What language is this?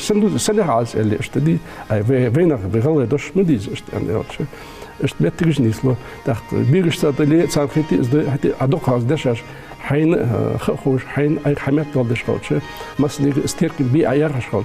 Ingush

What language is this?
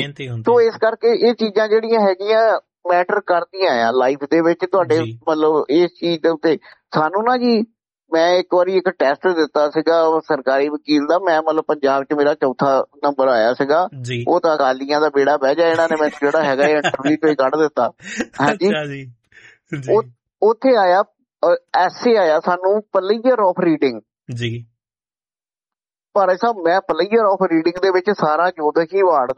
Punjabi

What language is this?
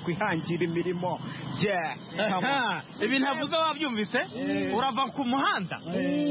Kinyarwanda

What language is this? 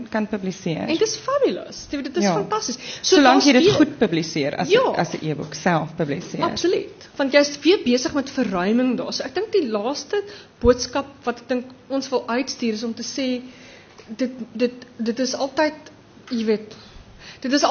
Afrikaans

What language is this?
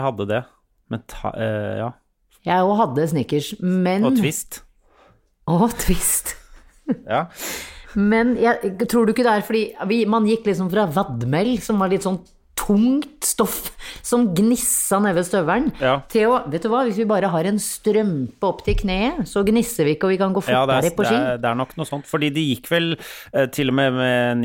Norwegian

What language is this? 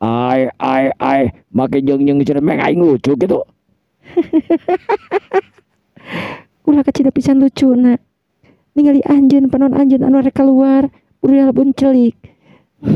Sundanese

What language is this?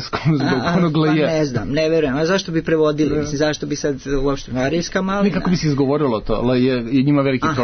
Serbian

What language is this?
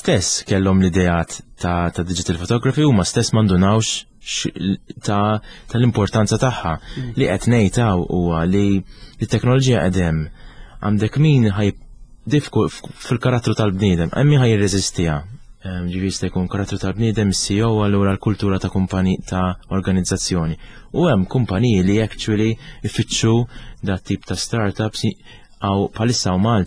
Maltese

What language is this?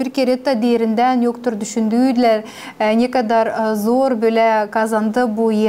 Gagauz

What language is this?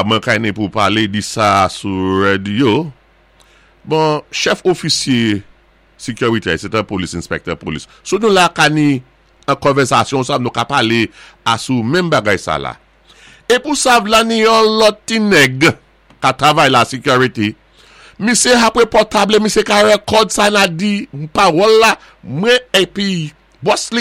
Saint Lucian Creole French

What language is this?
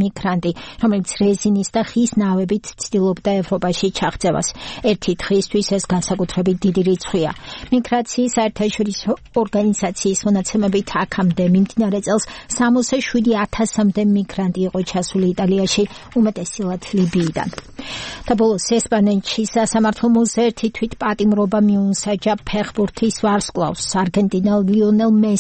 Georgian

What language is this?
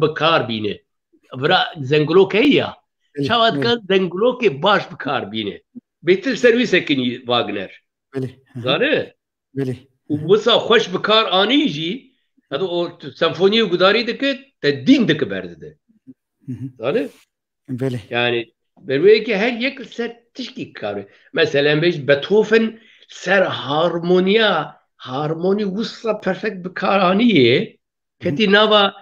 Kurdish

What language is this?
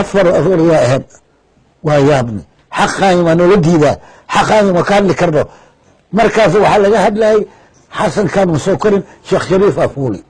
Somali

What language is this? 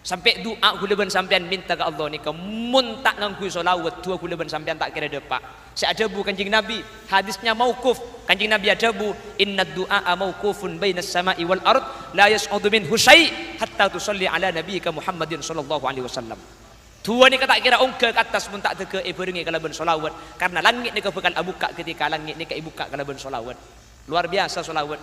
Madurese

